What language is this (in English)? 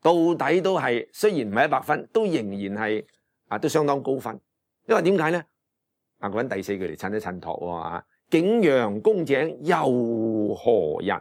Cantonese